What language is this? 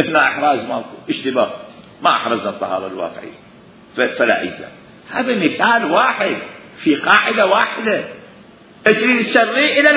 Mesopotamian Arabic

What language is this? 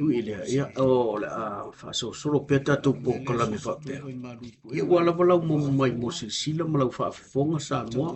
Samoan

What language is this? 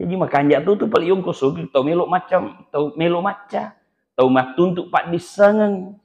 Buginese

